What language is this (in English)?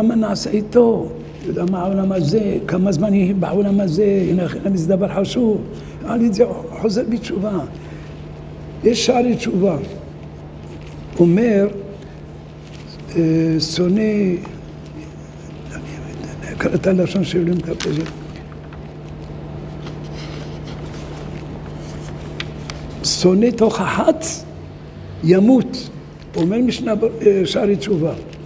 Hebrew